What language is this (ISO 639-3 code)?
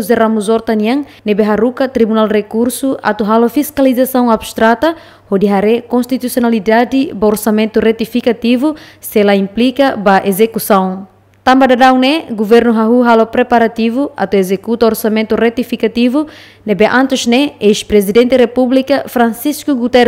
tet